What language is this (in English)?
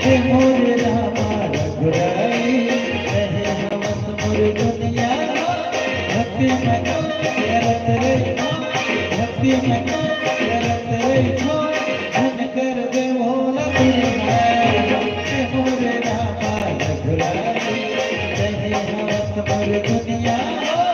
Chhattisgarhi